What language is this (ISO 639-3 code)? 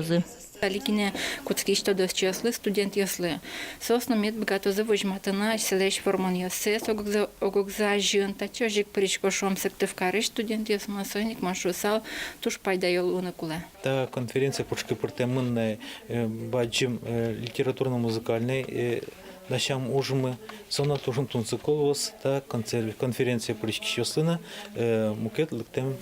udm